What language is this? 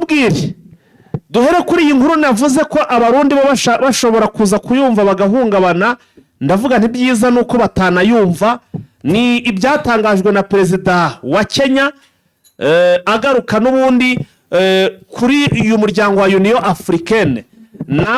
Kinyarwanda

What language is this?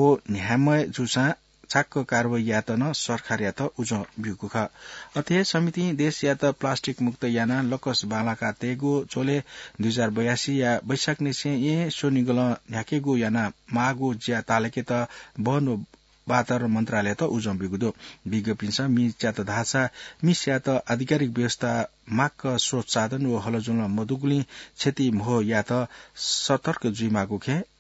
Newari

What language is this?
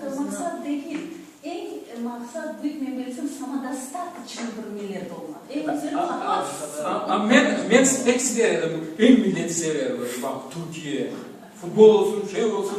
Crimean Tatar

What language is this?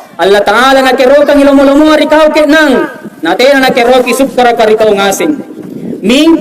Makasar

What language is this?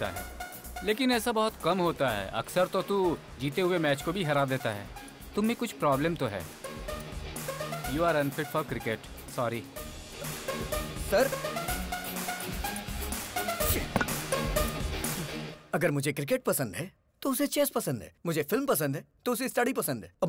Hindi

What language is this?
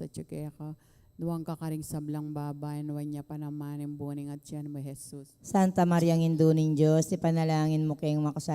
Pampanga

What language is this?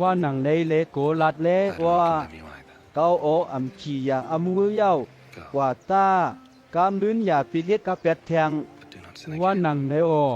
Shan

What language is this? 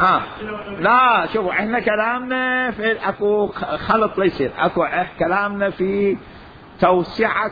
Mesopotamian Arabic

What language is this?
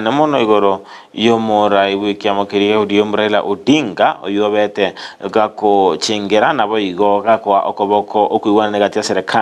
Gusii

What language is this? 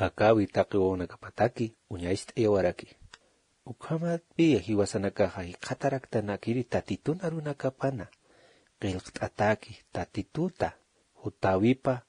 Aymara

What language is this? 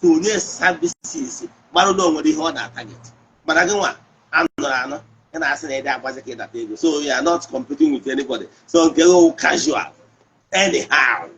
Igbo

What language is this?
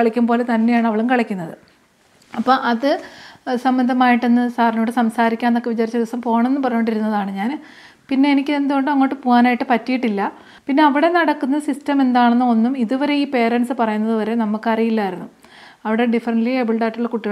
Malayalam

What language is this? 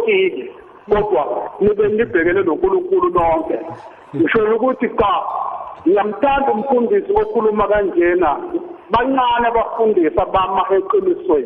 South Ndebele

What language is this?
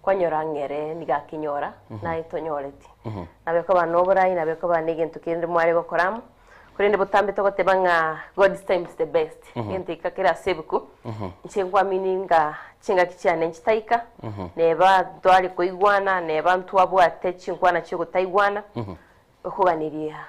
Gusii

